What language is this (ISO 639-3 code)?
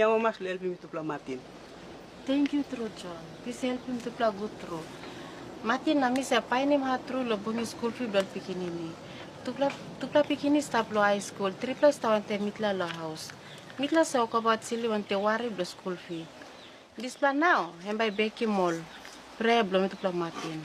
tpi